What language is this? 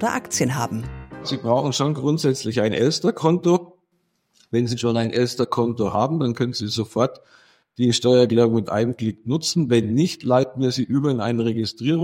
German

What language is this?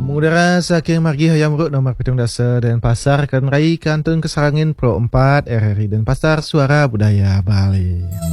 Balinese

